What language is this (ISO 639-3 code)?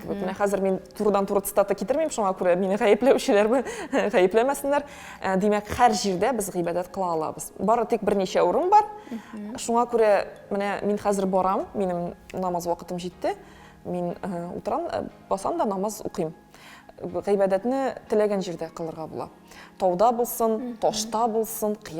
tat